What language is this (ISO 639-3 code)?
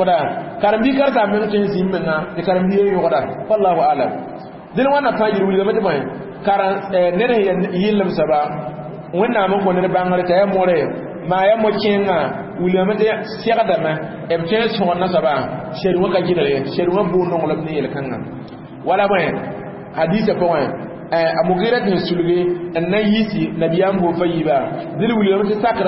mos